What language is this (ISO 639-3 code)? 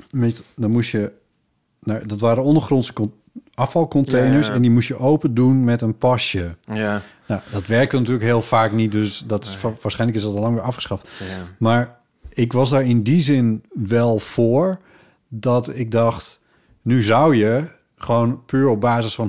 nld